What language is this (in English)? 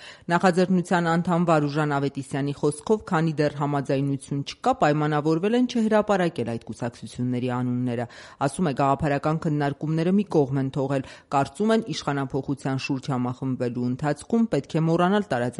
Armenian